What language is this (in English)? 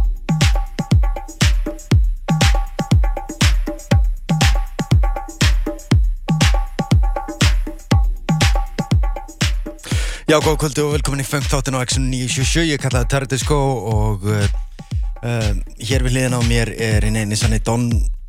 Icelandic